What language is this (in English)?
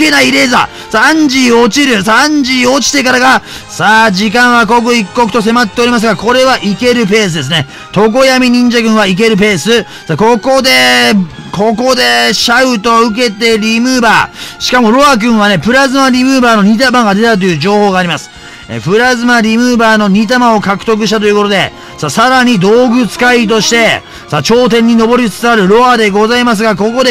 Japanese